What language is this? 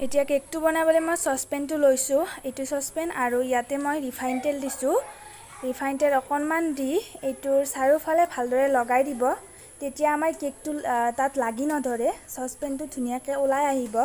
Assamese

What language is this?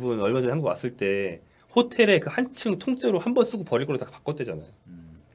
Korean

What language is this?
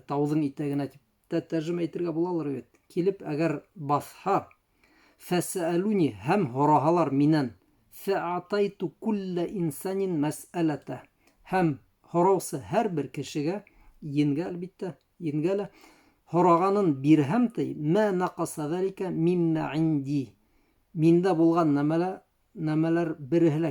Bashkir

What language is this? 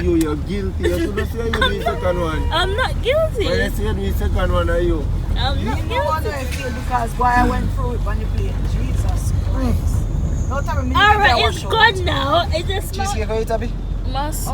Jamaican Creole English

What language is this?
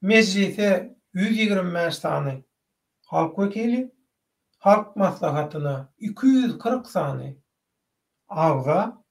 Turkmen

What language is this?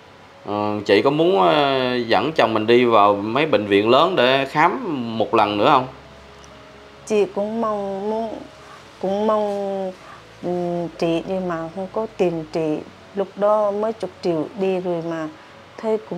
Vietnamese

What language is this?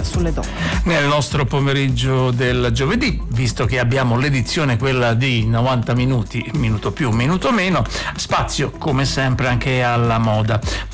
Italian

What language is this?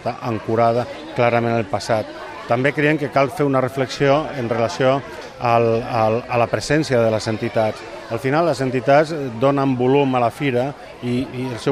Catalan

